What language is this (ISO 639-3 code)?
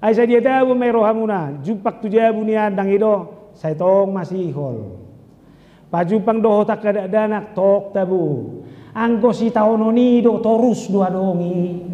bbc